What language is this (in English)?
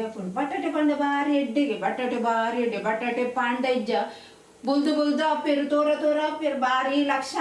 Tulu